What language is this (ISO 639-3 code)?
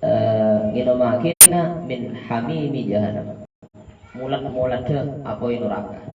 mad